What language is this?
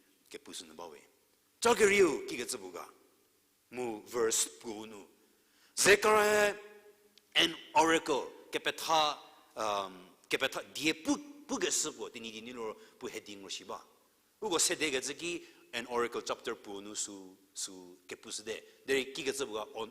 Angami Naga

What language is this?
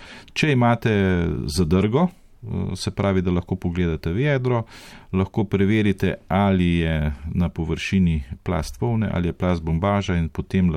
Slovenian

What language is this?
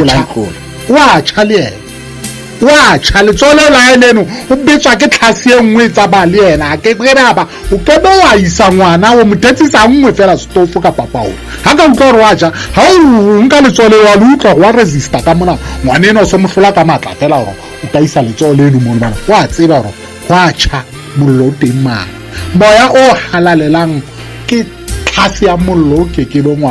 Southern Sotho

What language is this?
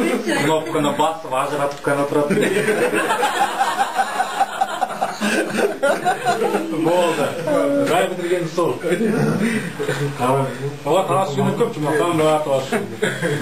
Kazakh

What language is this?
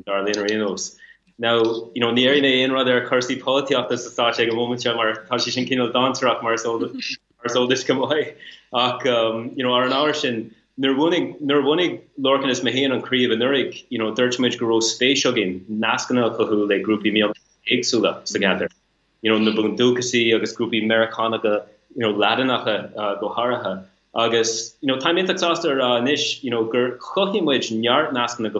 Irish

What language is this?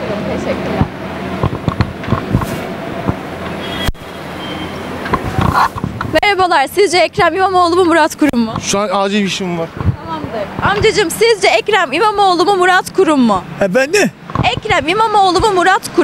Turkish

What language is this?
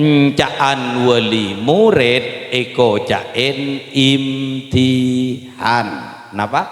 Madurese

